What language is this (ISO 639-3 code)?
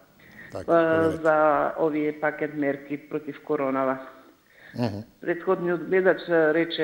mkd